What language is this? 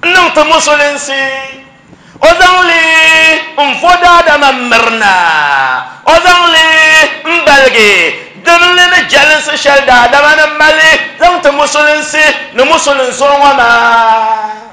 Dagbani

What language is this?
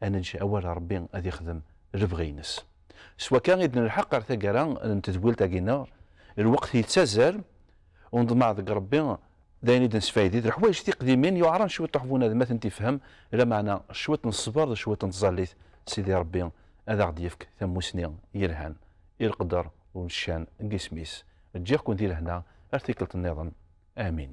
Kabyle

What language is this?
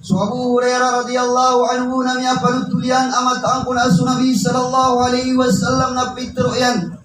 Maranao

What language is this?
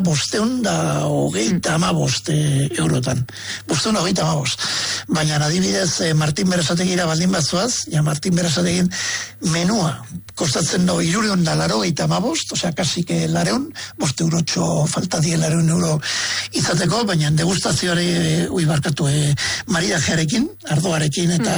Basque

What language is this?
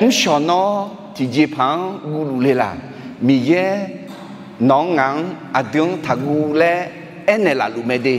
Akha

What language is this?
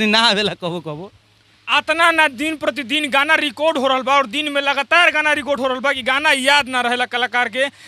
Bhojpuri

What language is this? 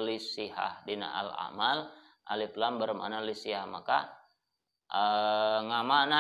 Sundanese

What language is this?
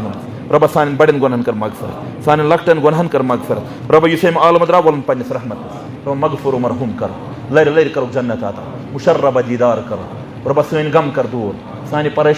Kashmiri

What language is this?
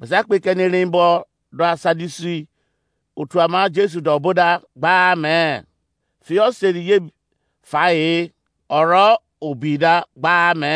Izon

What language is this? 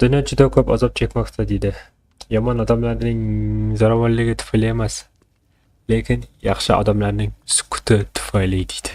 Kara-Kalpak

